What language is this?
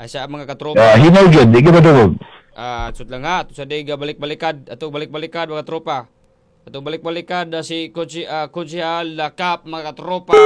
Cebuano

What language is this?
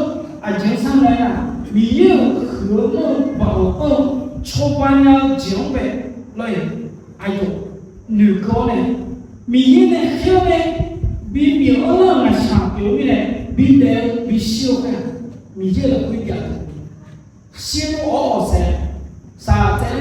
Akha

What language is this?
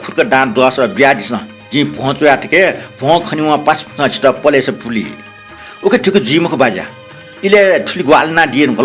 Newari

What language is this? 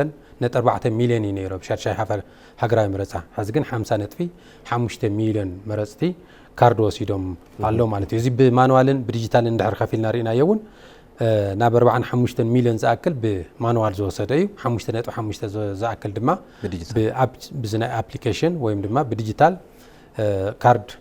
Tigrinya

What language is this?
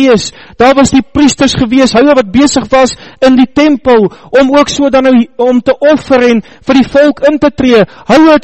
Afrikaans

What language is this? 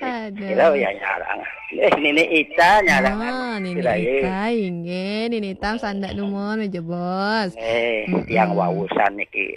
Balinese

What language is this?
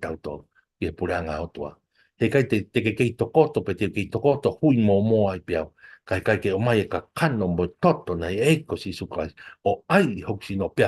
Tongan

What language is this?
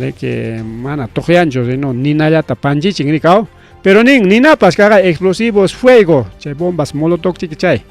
Ayacucho Quechua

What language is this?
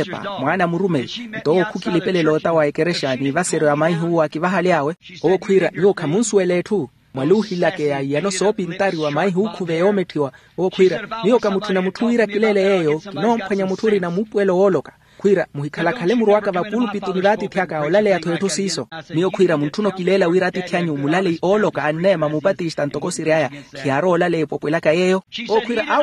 Makhuwa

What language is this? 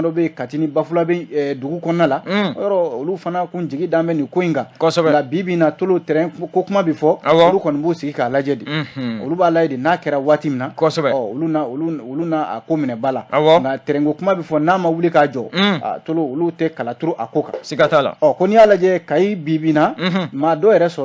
Bambara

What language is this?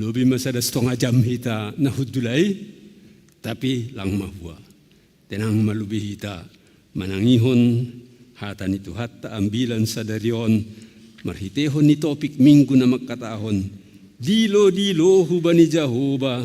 Batak Simalungun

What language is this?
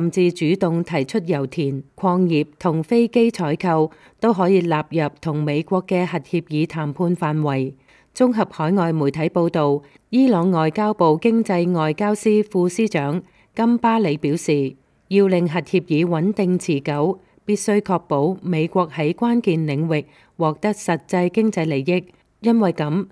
Cantonese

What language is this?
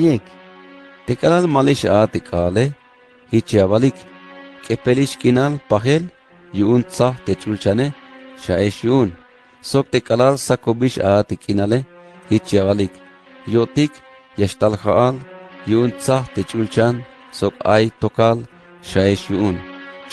Tzeltal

